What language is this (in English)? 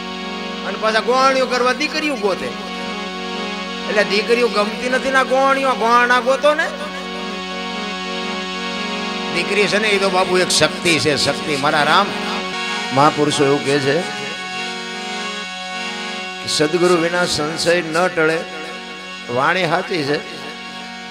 Gujarati